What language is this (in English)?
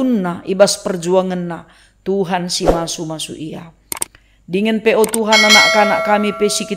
Batak Karo